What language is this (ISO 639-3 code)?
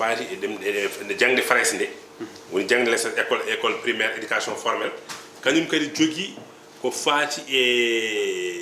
ful